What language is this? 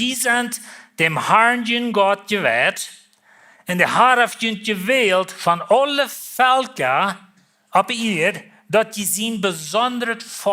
Plautdietsch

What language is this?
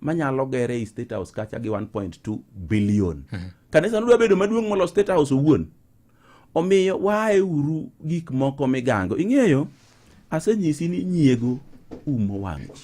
Luo (Kenya and Tanzania)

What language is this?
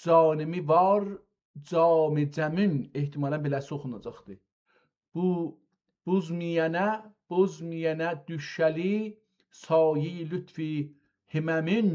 South Azerbaijani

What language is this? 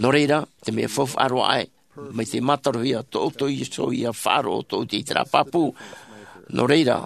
Tahitian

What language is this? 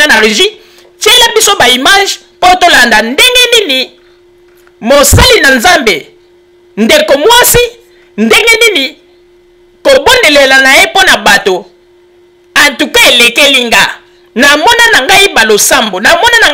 Lingala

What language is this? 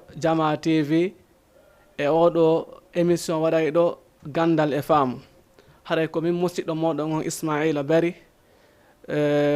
Fula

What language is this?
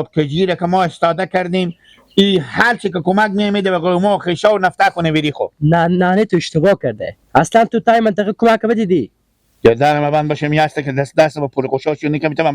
Hazaragi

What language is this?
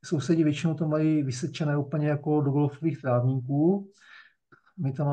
Czech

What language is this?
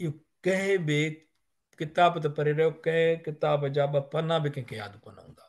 Sindhi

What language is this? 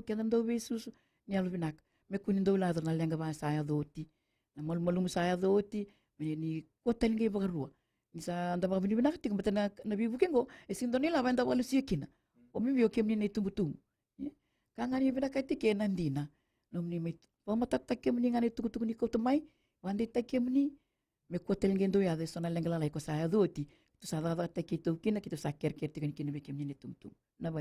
Fijian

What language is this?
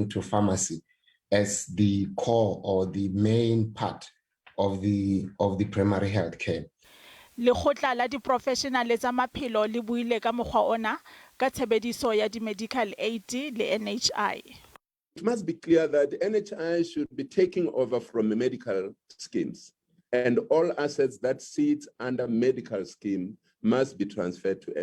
Southern Sotho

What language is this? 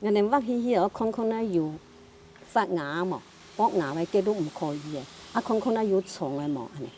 Hakka Chinese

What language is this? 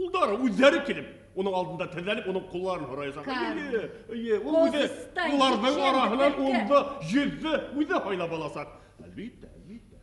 Bashkir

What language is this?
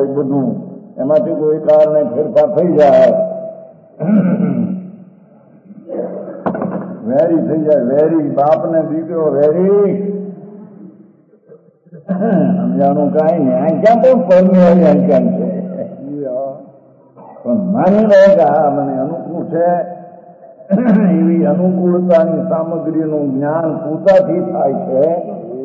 Gujarati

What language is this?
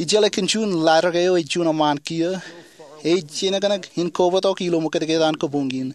Marshallese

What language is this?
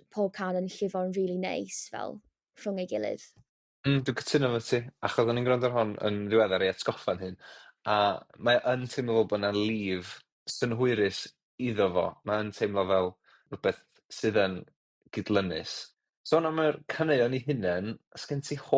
Welsh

